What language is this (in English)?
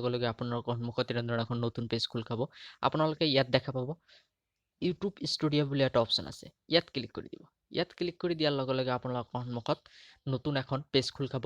Assamese